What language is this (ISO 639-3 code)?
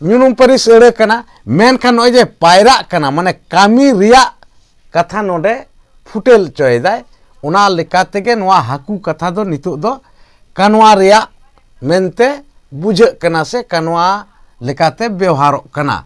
sat